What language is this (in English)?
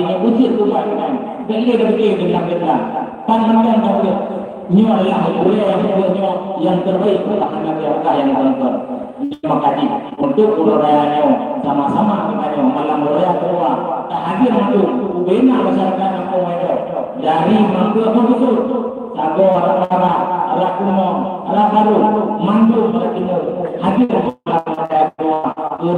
Achinese